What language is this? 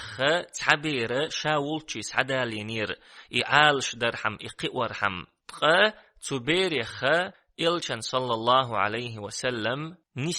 Chechen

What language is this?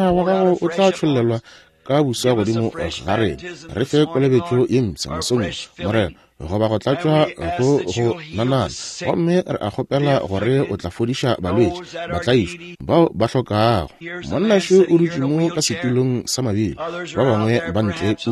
Northern Sotho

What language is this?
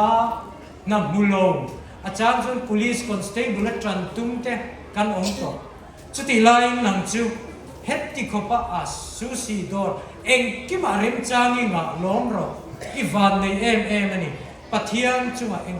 Mizo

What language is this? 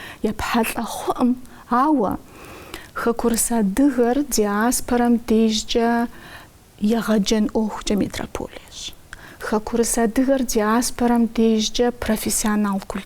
Kabardian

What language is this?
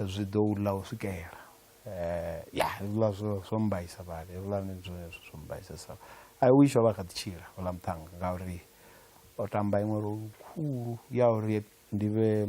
Venda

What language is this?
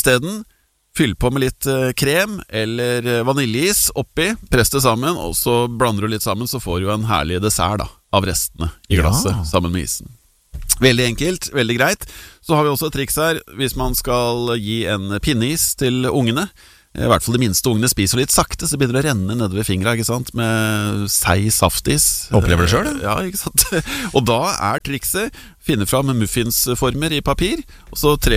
Norwegian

